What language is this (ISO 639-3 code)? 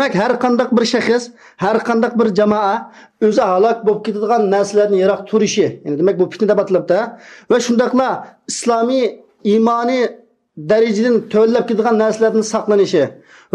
uig